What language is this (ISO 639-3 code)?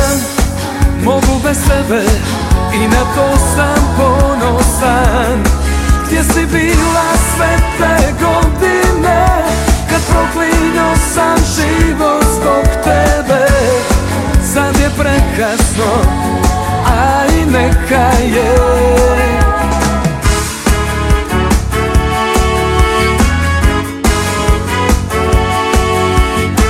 hrv